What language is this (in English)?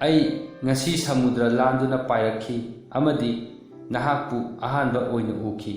Manipuri